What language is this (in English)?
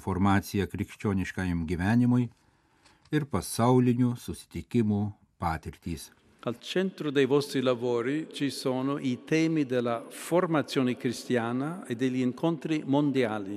Lithuanian